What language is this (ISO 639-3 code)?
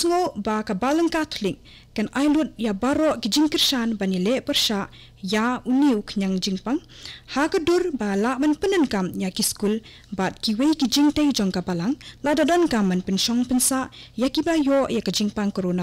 kha